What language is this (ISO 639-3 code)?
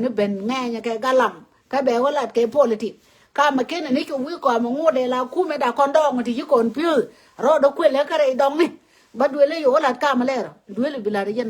nus